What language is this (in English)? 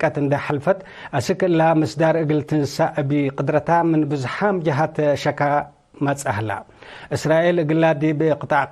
Tigre